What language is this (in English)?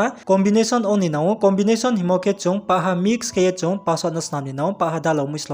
Riang (India)